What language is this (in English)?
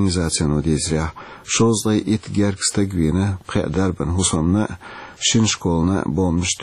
Chechen